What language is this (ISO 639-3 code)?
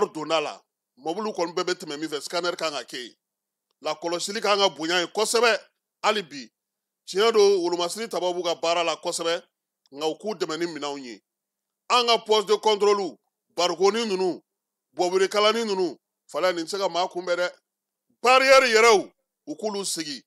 bam